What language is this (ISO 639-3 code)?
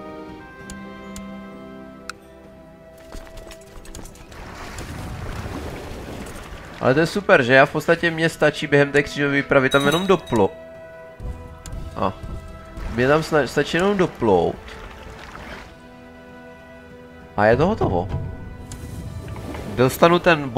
ces